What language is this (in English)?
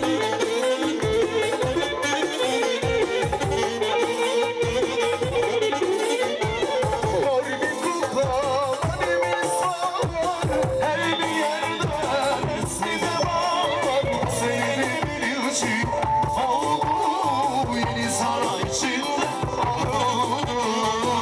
Turkish